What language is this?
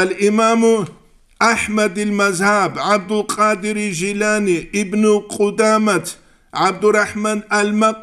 Avaric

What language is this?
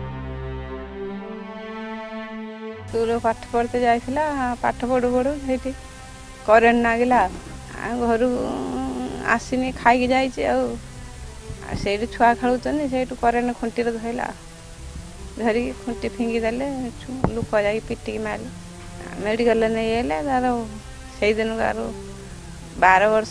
Odia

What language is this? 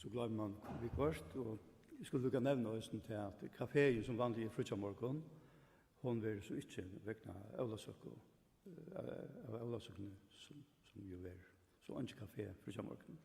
Faroese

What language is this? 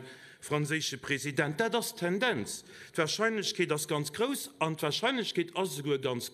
Luxembourgish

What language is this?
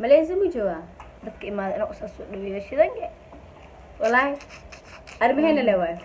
Somali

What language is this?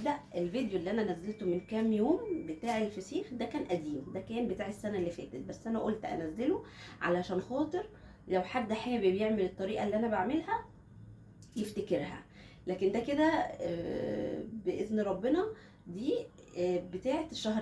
Egyptian Arabic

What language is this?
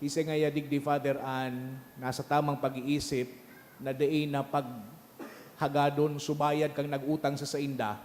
Bikol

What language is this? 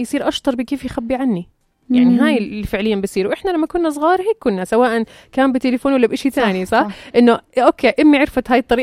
North Levantine Arabic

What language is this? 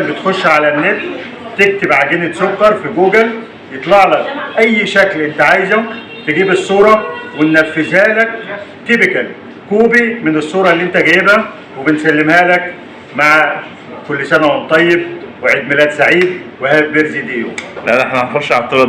Egyptian Arabic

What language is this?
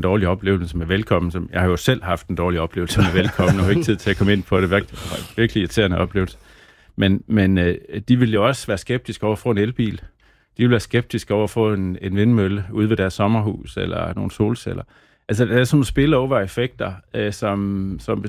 Danish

